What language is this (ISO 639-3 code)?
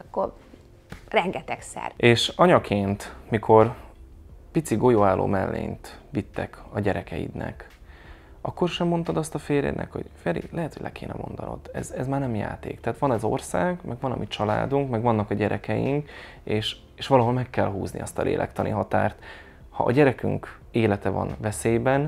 hun